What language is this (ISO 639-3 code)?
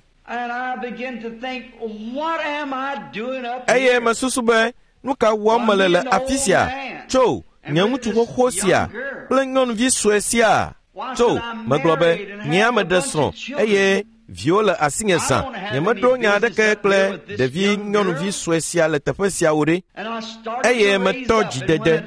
ewe